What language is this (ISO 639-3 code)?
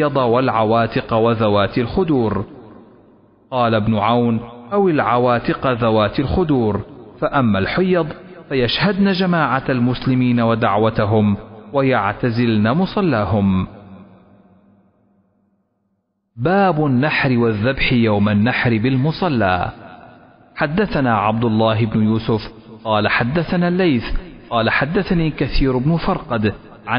ara